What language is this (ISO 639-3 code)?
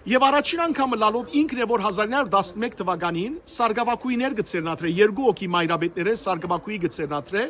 hyw